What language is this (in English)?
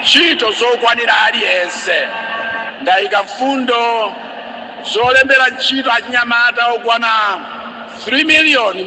Nyanja